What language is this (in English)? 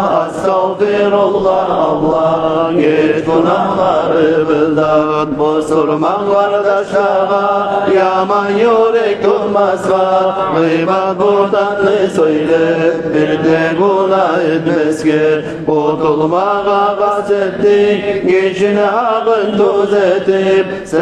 Kumyk